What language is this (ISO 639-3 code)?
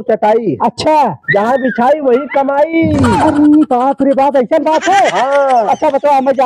awa